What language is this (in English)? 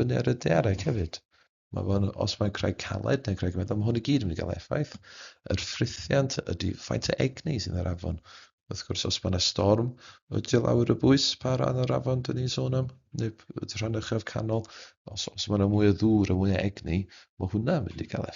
Welsh